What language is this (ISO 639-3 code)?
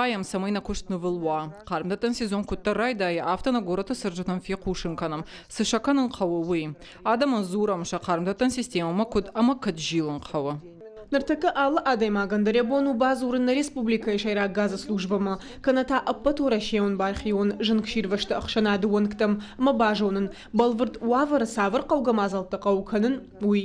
oss